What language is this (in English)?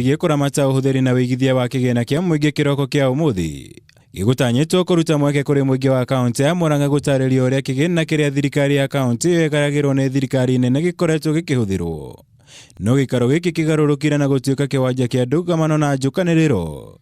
Kikuyu